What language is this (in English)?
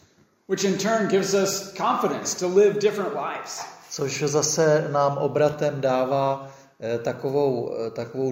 Czech